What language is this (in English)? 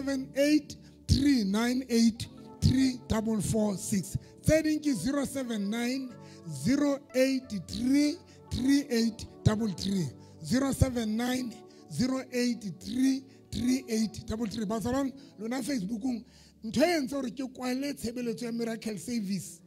Southern Sotho